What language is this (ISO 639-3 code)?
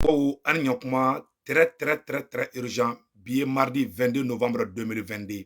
bam